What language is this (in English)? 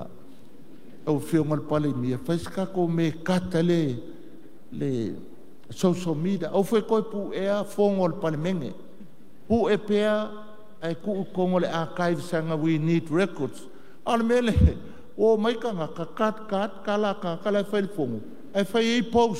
Samoan